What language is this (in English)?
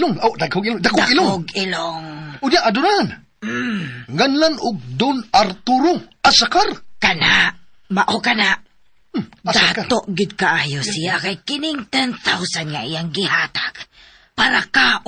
Cebuano